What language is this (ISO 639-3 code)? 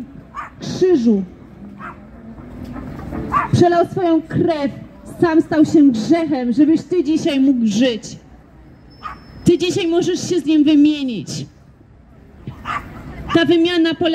pol